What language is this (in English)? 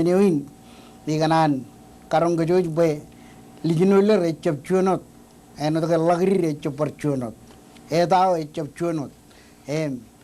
Marshallese